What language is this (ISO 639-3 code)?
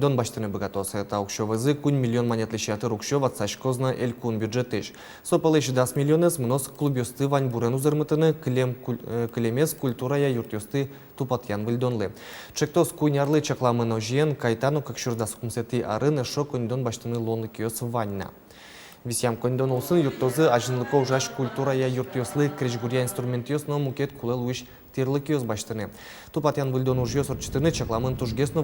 udm